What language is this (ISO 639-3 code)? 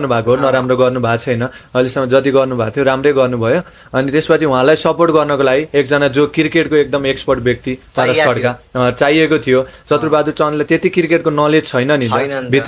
nep